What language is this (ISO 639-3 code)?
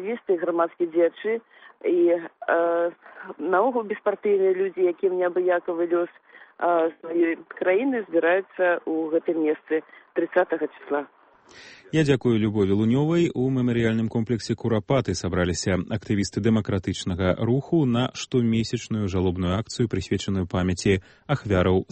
bel